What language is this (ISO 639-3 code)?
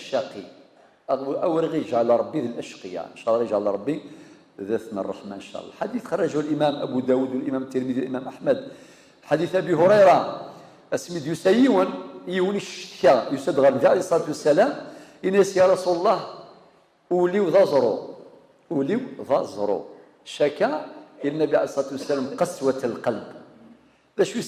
kab